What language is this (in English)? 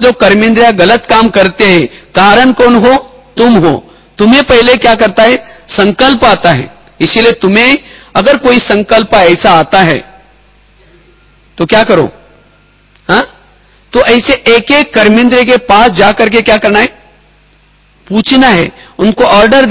Hindi